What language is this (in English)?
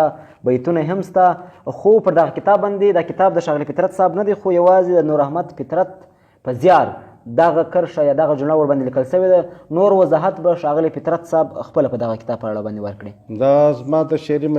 Pashto